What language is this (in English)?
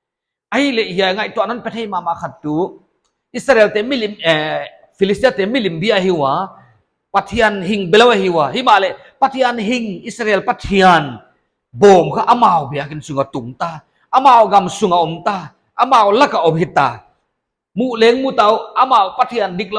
Paite Chin